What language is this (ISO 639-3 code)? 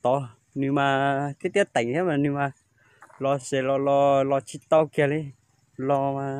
hmn